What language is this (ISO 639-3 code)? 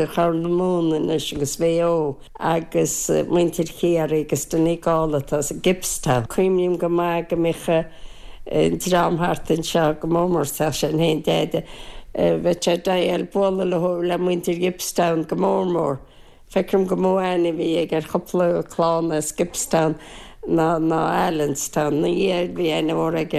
gle